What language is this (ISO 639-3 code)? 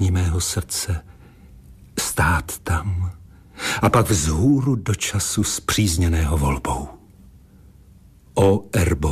ces